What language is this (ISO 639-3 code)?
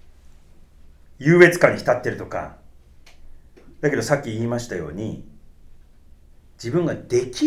jpn